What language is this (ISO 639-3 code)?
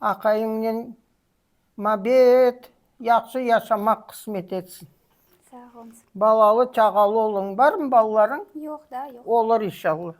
crh